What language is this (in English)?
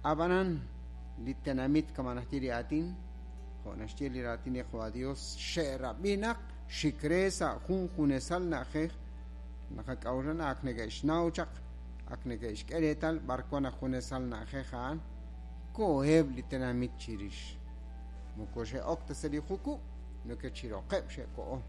Kekchí